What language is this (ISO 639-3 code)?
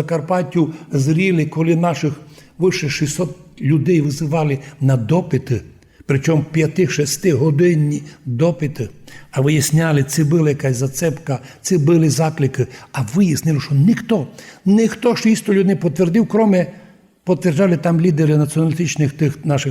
rue